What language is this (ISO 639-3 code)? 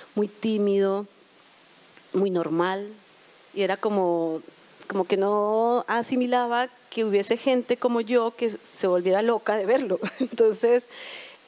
spa